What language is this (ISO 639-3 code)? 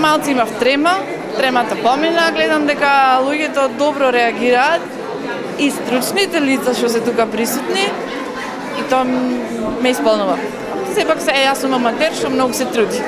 mkd